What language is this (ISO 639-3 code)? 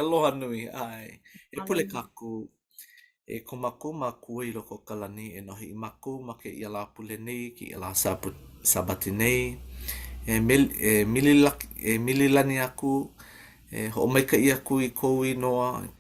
haw